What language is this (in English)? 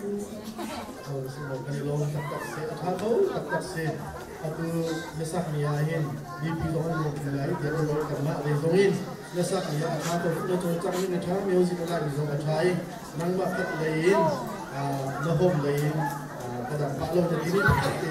Hakha Chin